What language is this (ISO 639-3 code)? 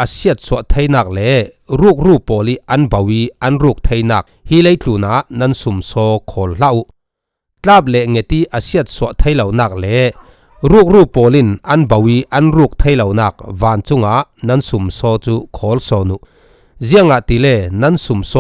cfm